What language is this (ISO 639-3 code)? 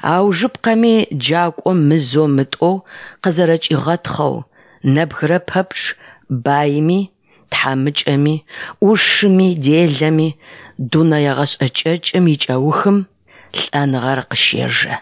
ady